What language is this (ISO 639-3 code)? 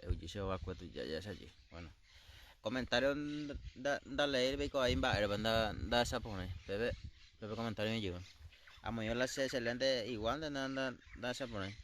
grn